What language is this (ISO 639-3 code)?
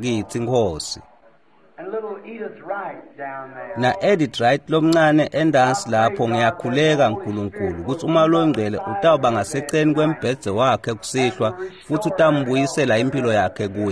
ssw